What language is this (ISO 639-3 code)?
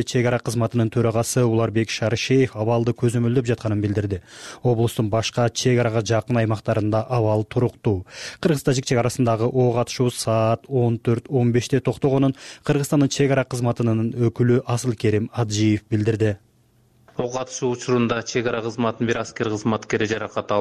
kir